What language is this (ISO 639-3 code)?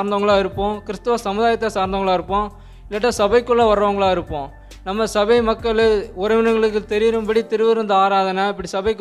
tam